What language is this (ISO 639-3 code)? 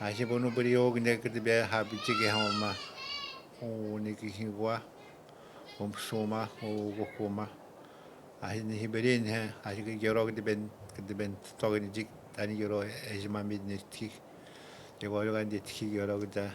atj